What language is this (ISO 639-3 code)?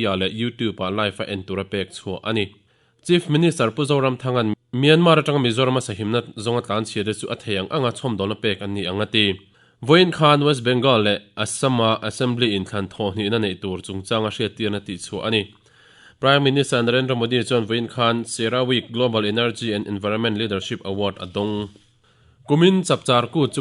lus